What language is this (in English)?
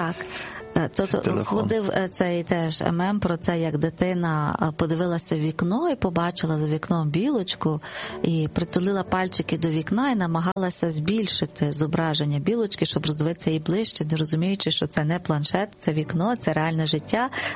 Ukrainian